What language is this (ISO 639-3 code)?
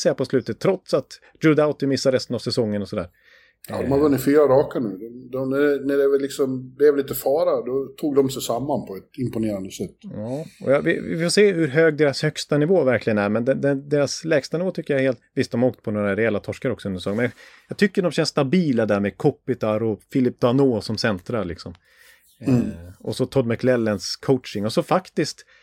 swe